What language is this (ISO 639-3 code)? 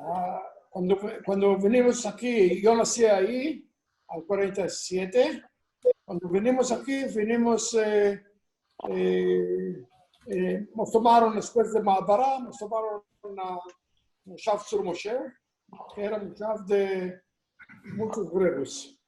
lad